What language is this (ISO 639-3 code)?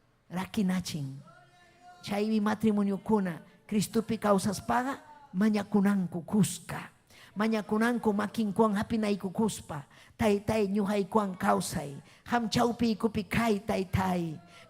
quy